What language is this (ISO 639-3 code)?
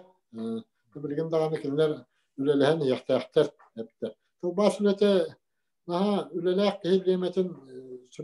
sah